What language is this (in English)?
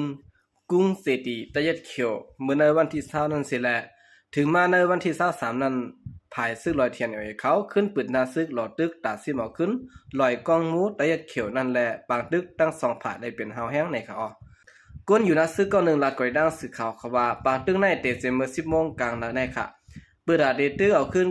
Shan